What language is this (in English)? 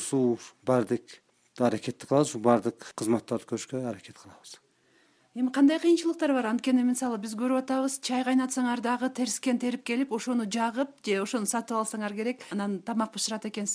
Kyrgyz